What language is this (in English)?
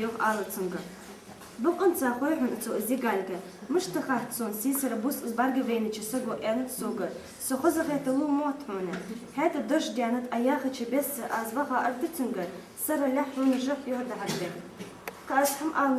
Ingush